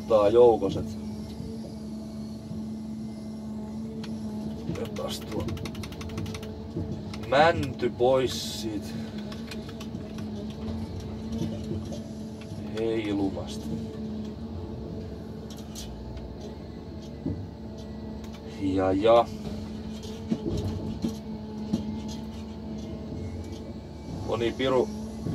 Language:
Finnish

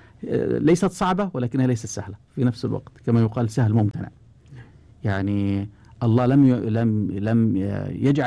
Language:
Gulf Arabic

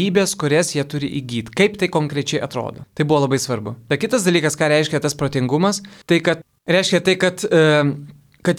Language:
Lithuanian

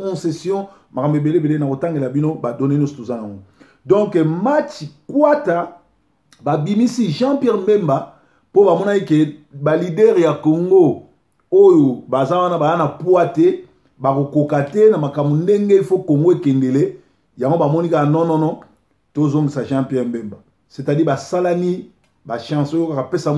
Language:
Lingala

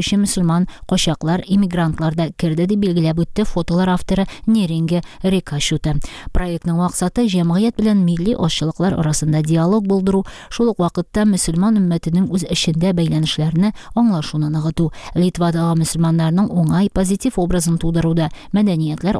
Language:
Tatar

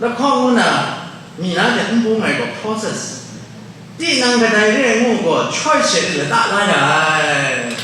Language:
Kachin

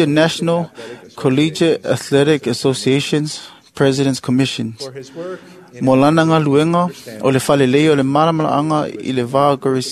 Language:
Samoan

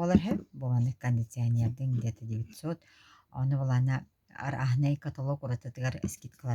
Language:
Yakut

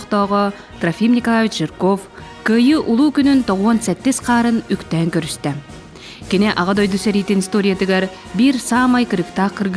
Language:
Yakut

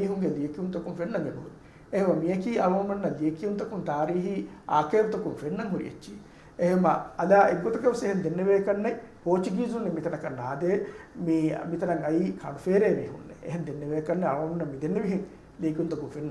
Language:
Divehi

